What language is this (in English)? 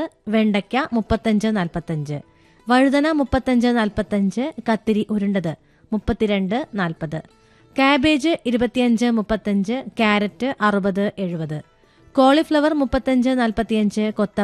Malayalam